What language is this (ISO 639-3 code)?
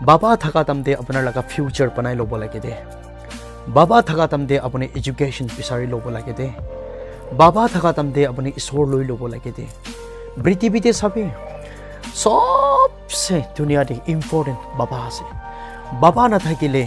nag